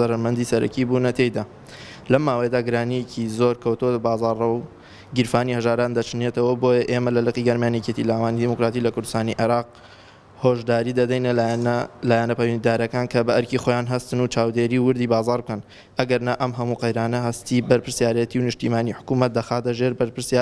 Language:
Central Kurdish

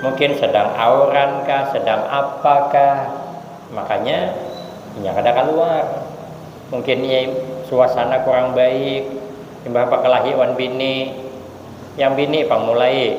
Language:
Banjar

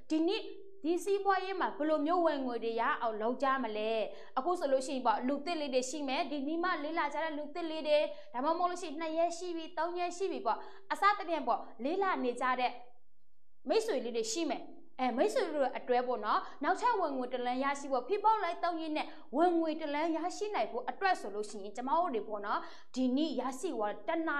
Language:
Burmese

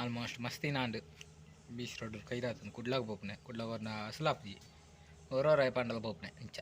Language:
Tulu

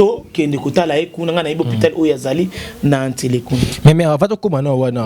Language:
Lingala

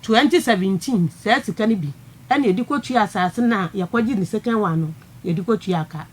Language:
Akan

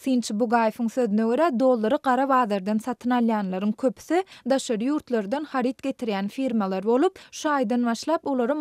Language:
Turkmen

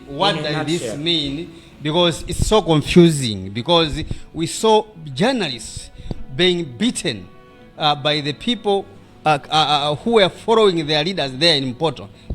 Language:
Nyanja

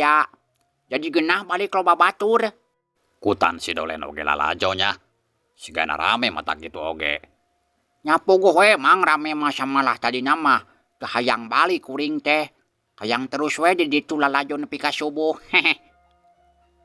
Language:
Sundanese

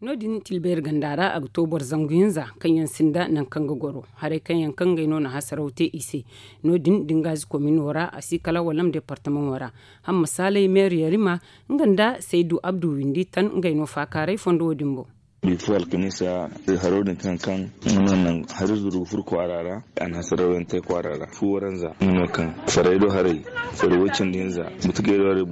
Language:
Zarma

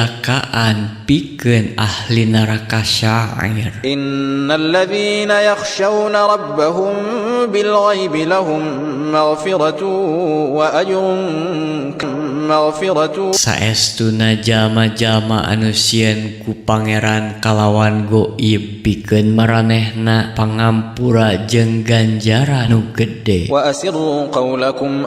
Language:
Sundanese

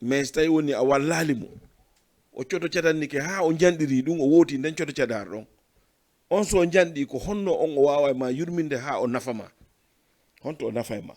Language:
Fula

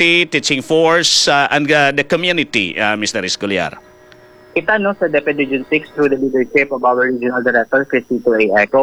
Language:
Hiligaynon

